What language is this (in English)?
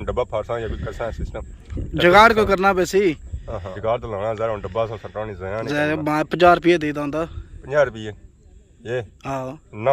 Pahari-Potwari